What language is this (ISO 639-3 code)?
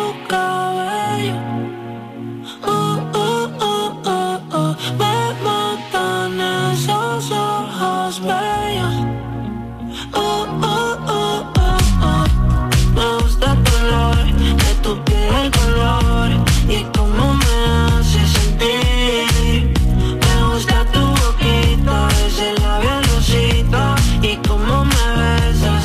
spa